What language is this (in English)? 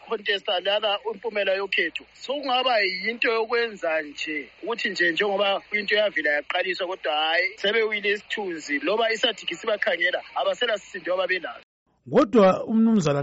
North Ndebele